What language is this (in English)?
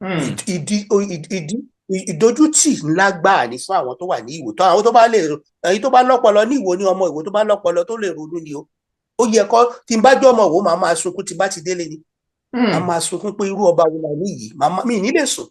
Yoruba